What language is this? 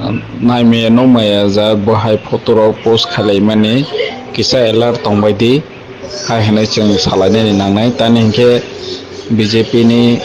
Kok Borok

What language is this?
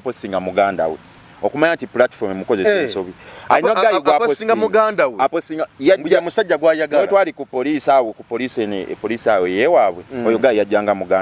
Ganda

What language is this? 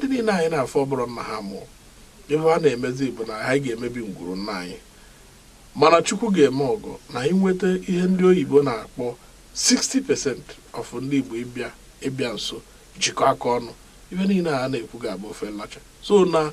Igbo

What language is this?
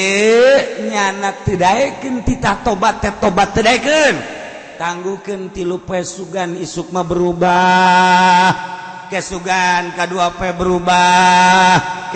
Sundanese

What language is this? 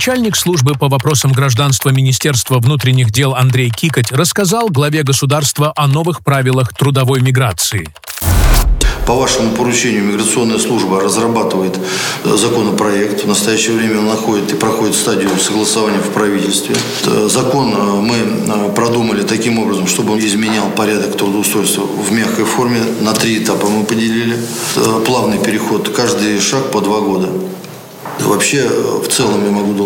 Russian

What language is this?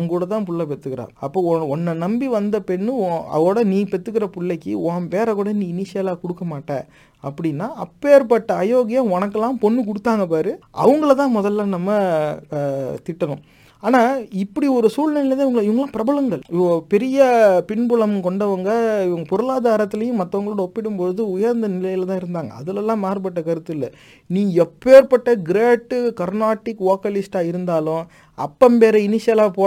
Tamil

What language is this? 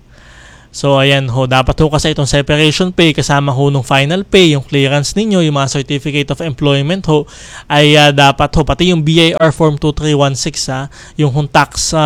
Filipino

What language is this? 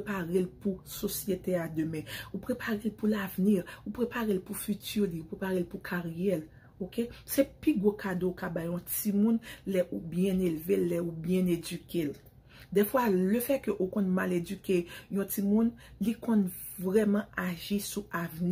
Haitian Creole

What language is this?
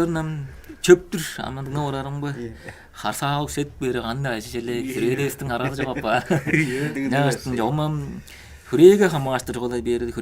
Tuvinian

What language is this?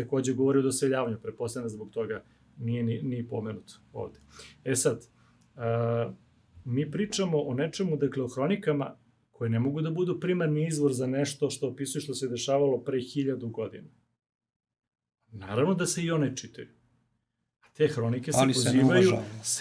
Serbian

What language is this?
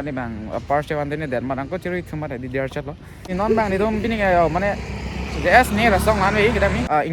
Karbi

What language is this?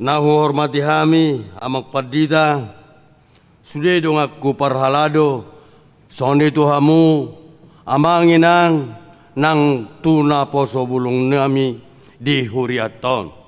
Batak Toba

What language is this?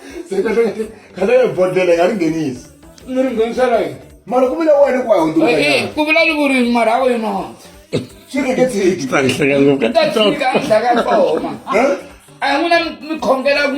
Tsonga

